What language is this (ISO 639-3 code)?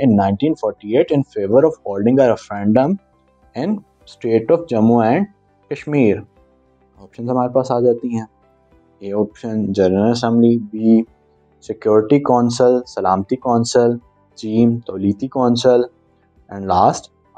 urd